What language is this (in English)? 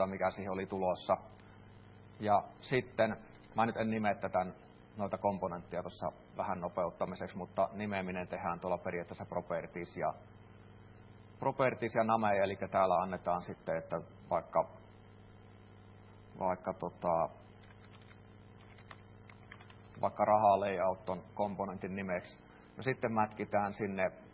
Finnish